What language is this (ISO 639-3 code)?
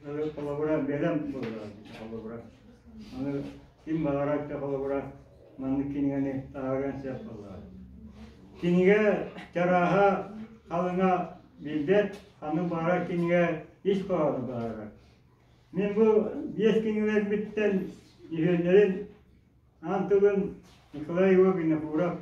sah